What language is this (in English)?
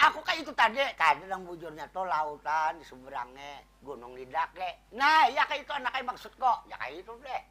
Banjar